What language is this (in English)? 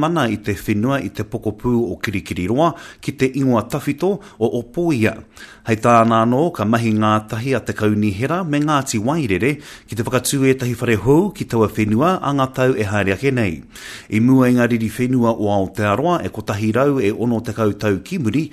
Māori